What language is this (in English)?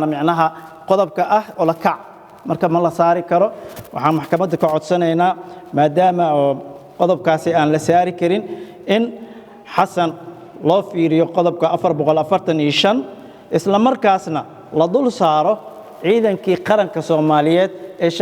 Somali